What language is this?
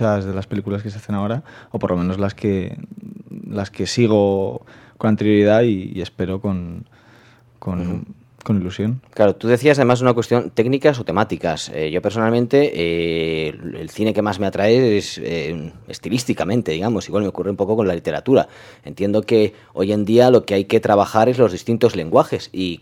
Spanish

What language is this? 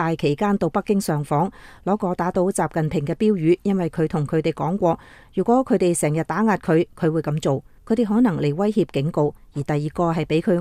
Cantonese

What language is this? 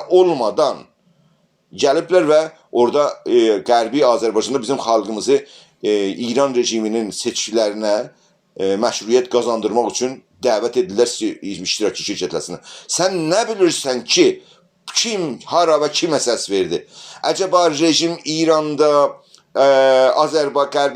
South Azerbaijani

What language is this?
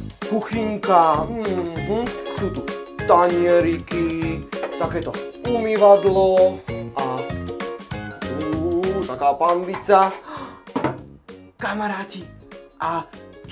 Slovak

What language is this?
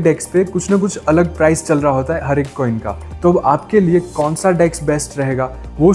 Hindi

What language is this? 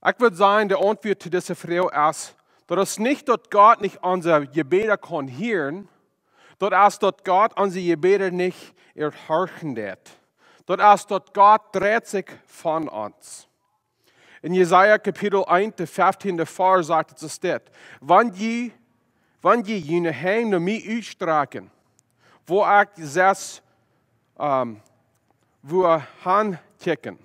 Plautdietsch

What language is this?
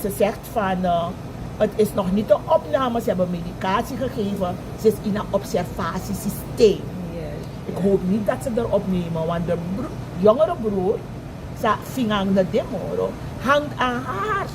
Sranan Tongo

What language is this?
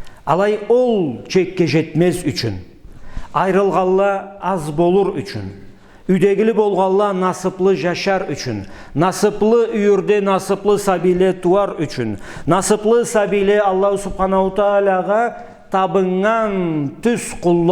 Karachay-Balkar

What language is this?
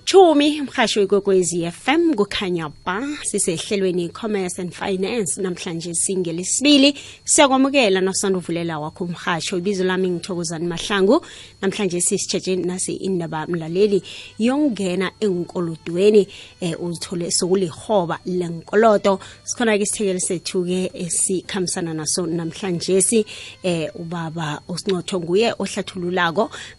South Ndebele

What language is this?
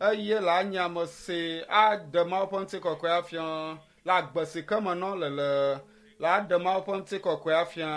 Ewe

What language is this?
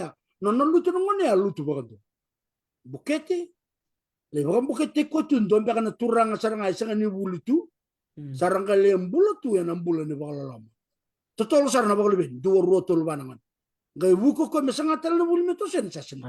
Fijian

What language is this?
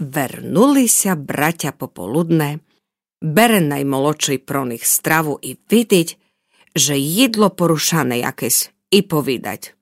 Rusyn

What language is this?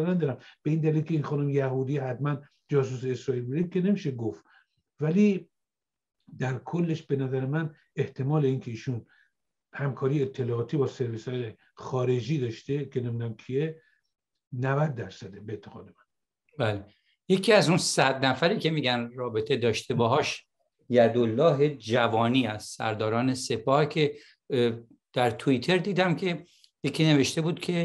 Persian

